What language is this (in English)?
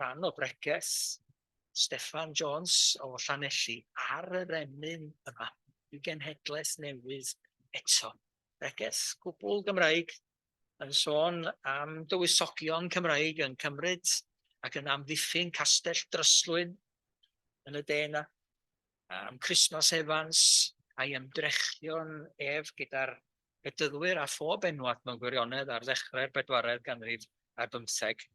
Welsh